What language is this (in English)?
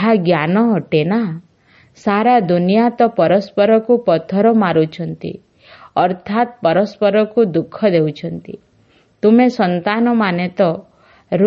Odia